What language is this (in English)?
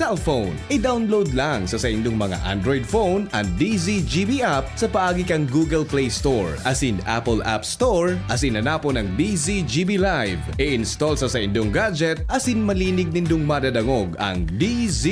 Bikol